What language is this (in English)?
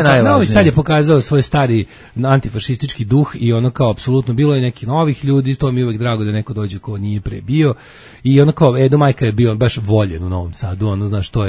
Serbian